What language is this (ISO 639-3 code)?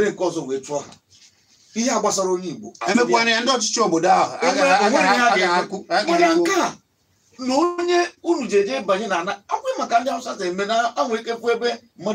ibo